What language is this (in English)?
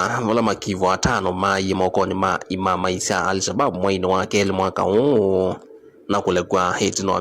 Kamba